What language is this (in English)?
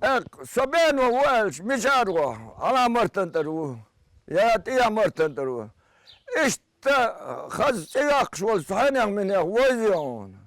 Chechen